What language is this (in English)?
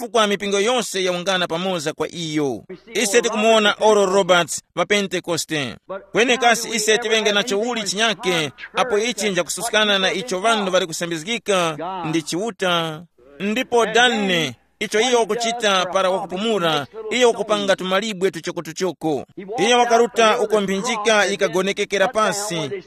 Tumbuka